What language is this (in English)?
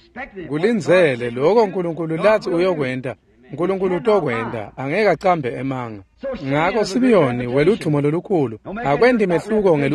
Swati